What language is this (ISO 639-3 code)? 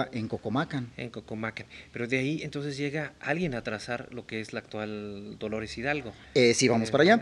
spa